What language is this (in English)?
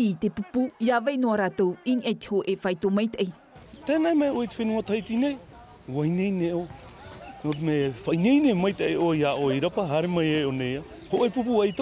Tahitian